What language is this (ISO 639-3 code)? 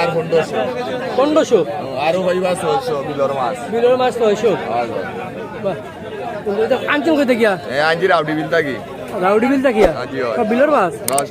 syl